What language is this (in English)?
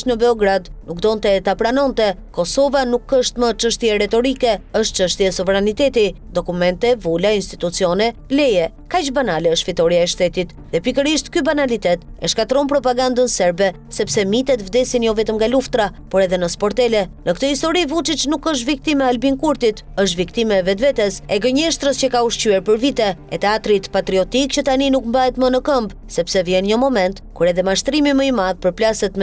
Albanian